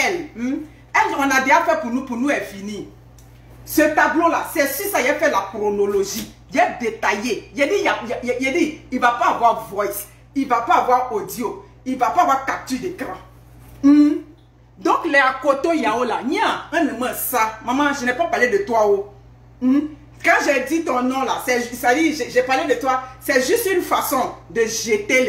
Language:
French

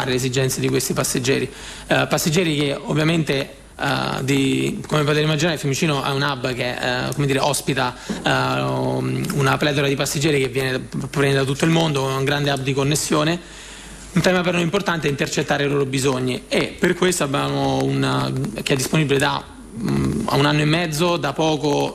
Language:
Italian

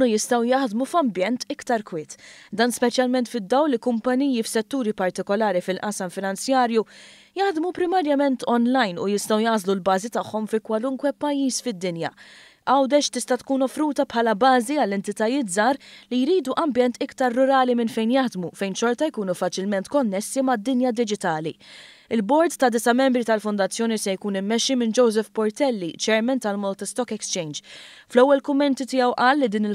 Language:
Maltese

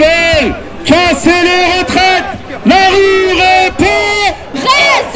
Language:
French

